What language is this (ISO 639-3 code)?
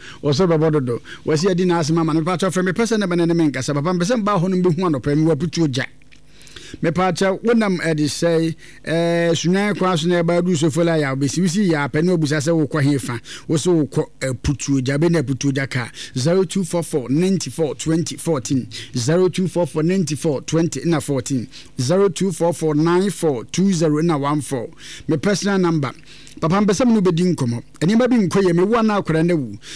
aka